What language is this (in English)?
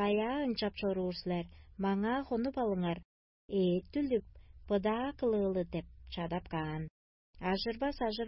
Tuvinian